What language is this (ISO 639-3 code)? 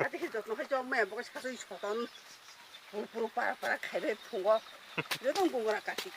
trp